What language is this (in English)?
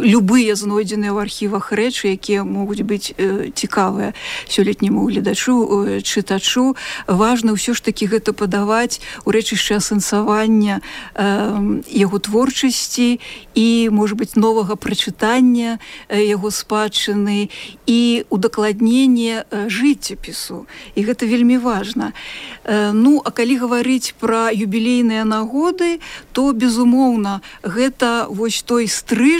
Belarusian